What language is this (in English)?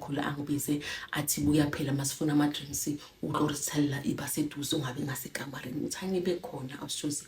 Zulu